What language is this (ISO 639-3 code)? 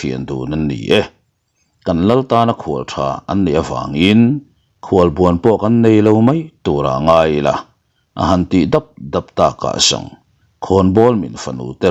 lus